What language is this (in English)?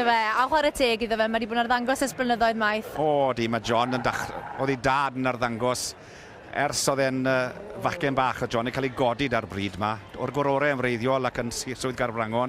Welsh